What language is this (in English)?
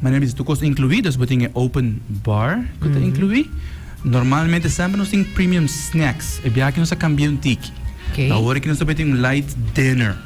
Papiamento